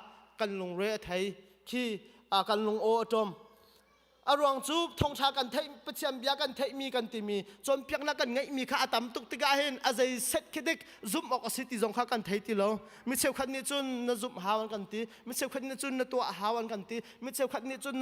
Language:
Hakha Chin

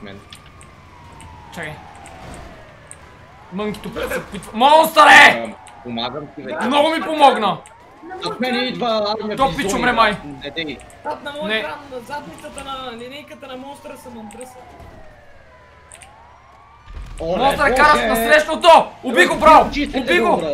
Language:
Bulgarian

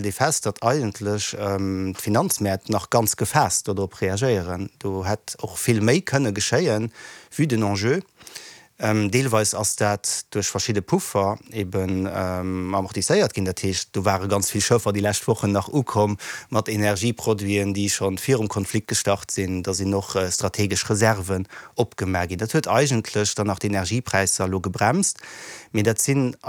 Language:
Luxembourgish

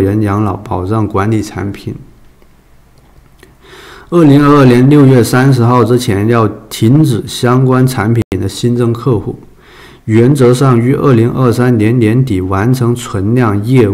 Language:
Chinese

